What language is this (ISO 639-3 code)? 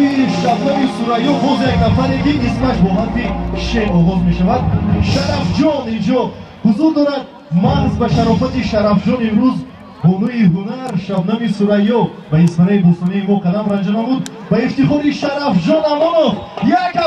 tgk